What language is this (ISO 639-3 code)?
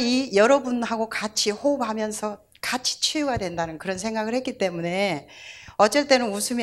kor